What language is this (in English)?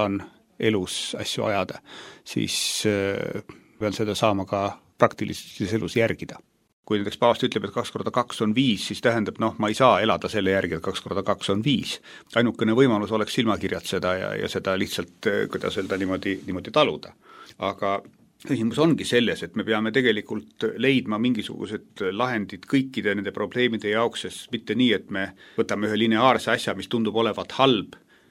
Estonian